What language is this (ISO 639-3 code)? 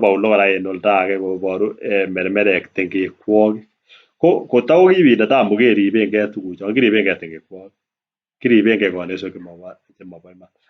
kln